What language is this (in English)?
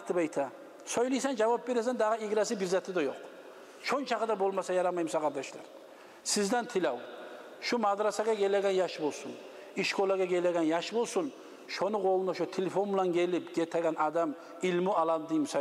Kumyk